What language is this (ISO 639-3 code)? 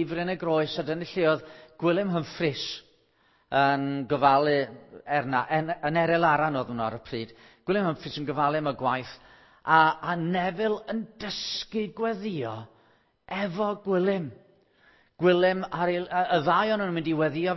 cym